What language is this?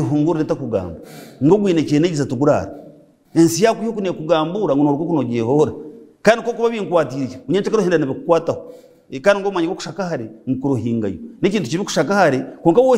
Nyankole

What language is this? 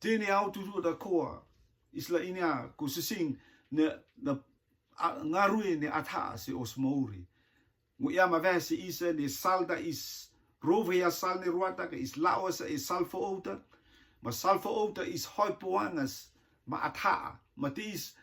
Rotuman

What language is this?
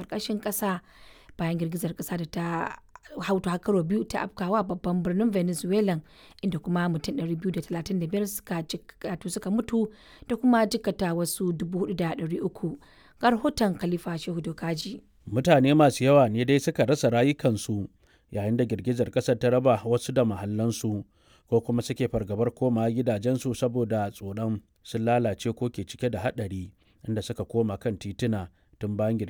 Hausa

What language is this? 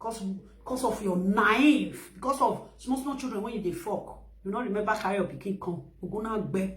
Nigerian Pidgin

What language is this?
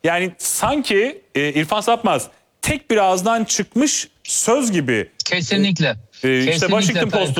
Turkish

